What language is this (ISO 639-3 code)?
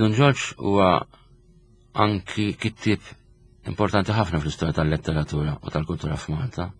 mlt